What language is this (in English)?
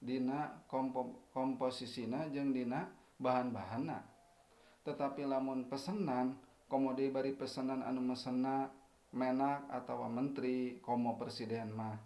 Sundanese